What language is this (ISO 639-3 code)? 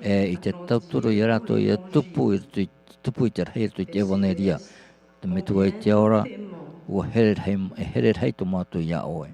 tah